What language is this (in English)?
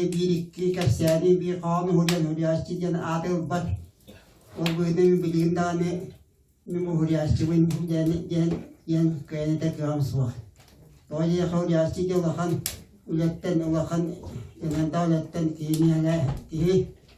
Yakut